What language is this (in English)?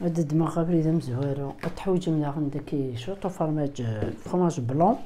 Kabyle